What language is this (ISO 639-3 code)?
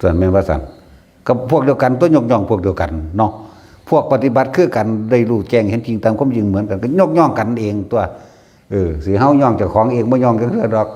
tts